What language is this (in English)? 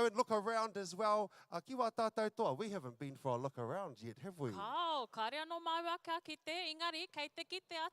Māori